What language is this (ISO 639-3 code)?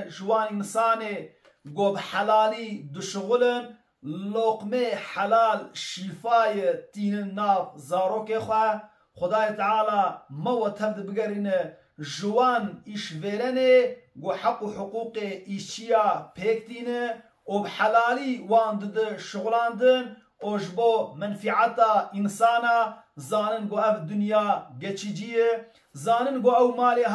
kur